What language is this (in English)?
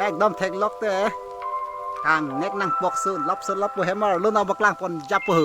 Karbi